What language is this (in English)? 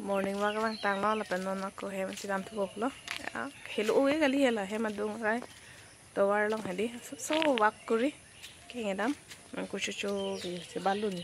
Karbi